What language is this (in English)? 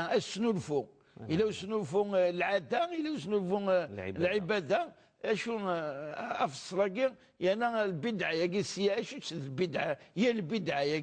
Kabyle